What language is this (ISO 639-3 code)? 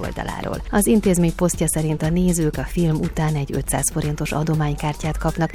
hun